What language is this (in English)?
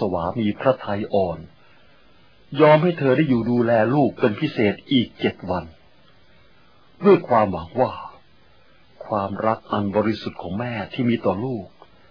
Thai